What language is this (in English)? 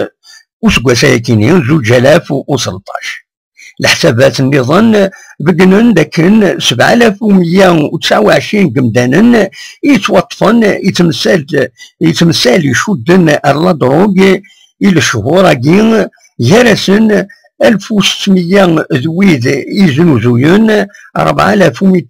Kabyle